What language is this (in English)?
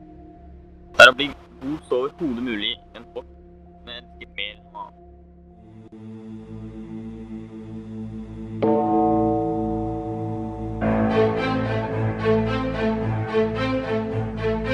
Norwegian